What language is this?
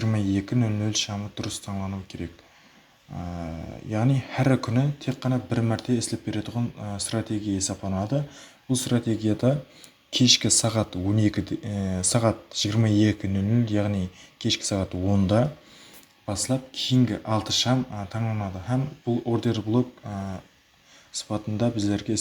Kara-Kalpak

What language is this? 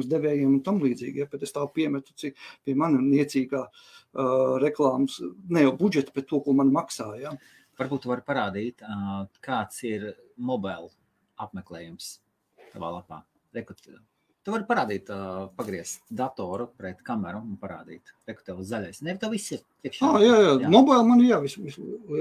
Latvian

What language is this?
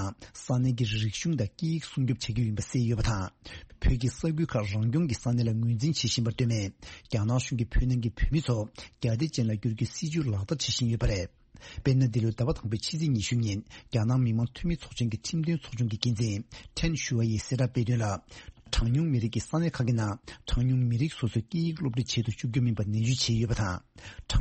Tibetan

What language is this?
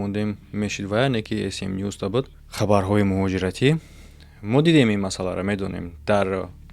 Tajik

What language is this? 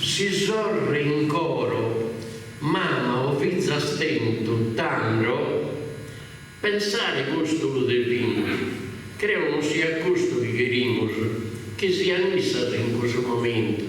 Sardinian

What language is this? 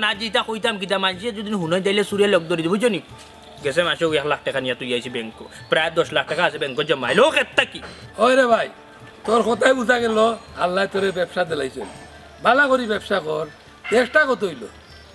Sylheti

